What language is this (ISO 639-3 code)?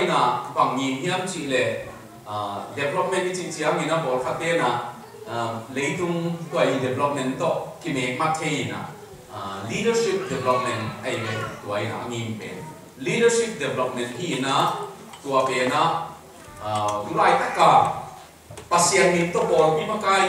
ctd